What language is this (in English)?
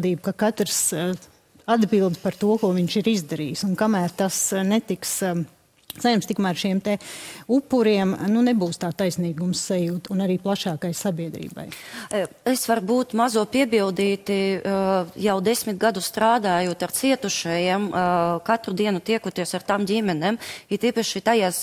Latvian